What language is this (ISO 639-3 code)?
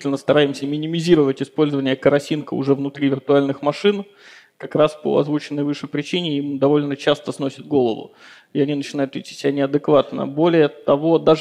rus